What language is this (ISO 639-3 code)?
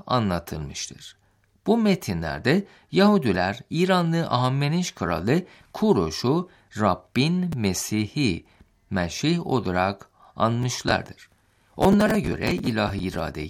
tur